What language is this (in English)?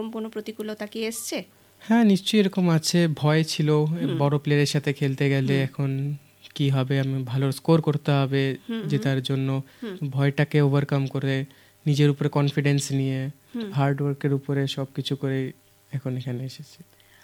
Bangla